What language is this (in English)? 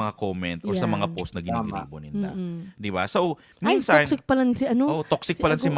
Bikol